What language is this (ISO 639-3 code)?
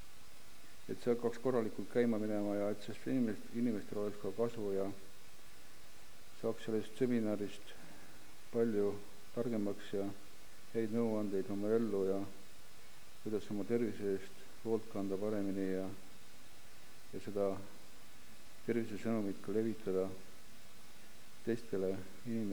est